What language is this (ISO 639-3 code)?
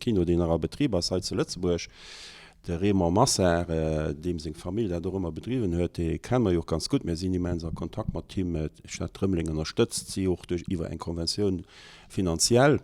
ltz